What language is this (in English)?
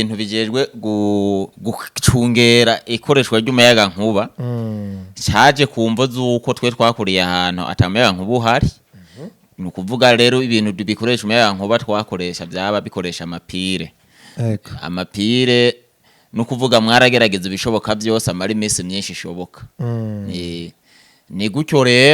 Rundi